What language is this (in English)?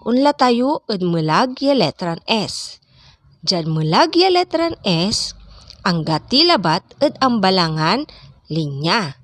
Pangasinan